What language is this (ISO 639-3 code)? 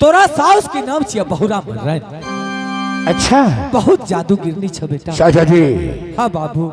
anp